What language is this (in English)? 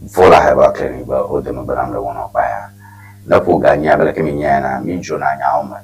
Ewe